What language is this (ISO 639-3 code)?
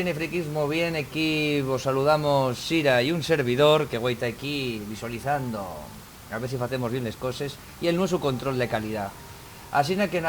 ast